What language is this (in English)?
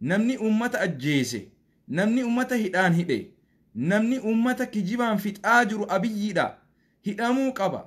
Oromo